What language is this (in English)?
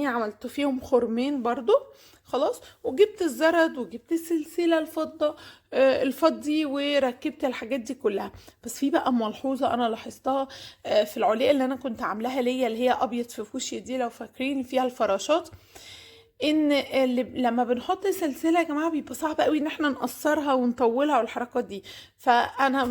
Egyptian Arabic